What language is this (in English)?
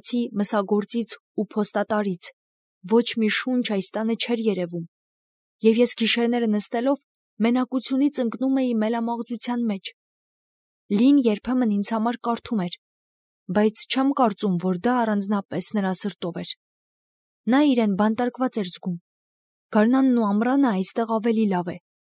Armenian